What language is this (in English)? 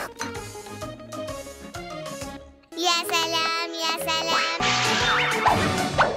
Arabic